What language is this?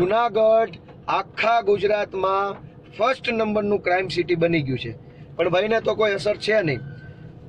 Gujarati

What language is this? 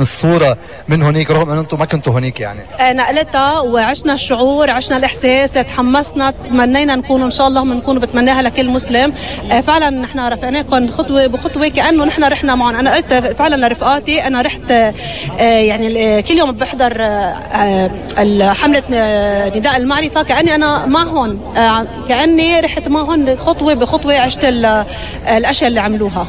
North Levantine Arabic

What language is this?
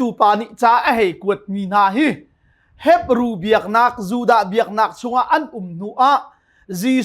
Hakha Chin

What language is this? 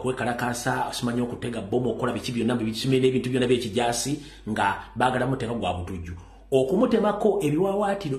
Ganda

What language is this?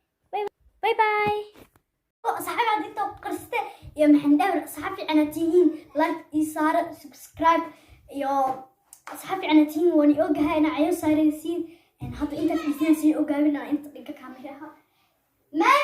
Somali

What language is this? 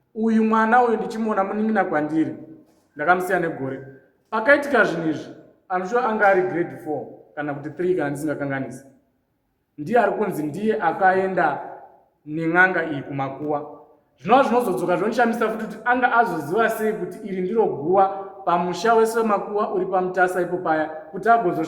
Shona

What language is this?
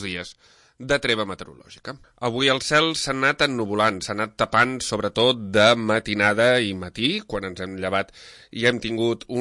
Catalan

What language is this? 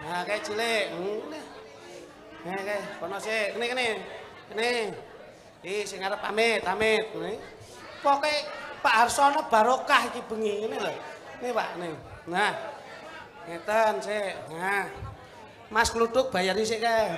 Javanese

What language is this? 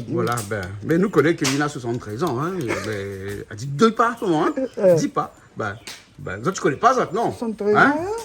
Réunion Creole French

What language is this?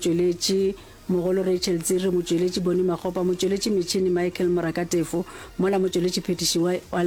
Northern Sotho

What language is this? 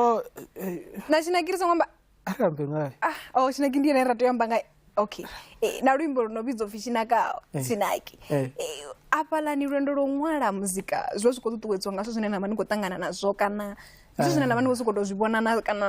Venda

